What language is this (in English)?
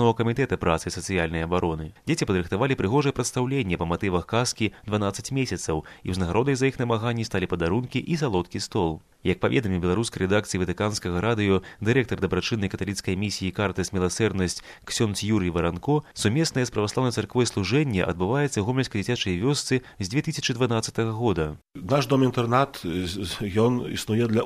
Belarusian